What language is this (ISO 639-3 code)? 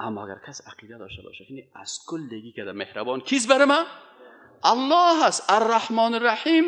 fas